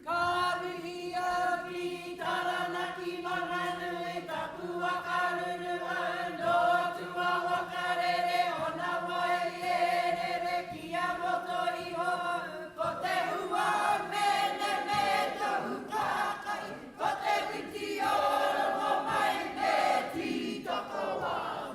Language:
Māori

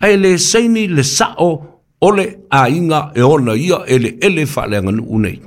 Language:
Samoan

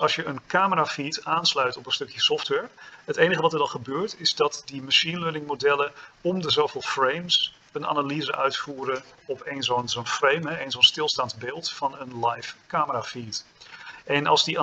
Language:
Dutch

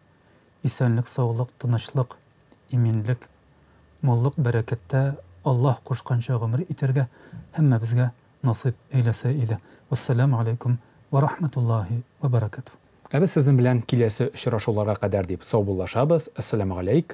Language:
Tatar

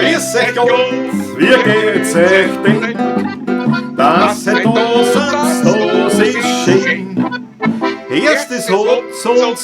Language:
Bavarian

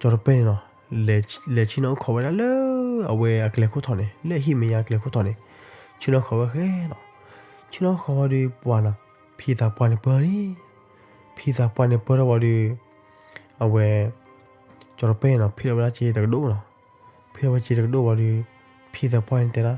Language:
S'gaw Karen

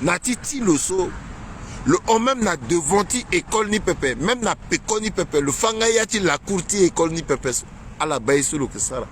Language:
Sango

